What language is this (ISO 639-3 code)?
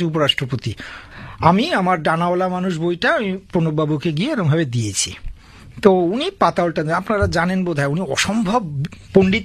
ben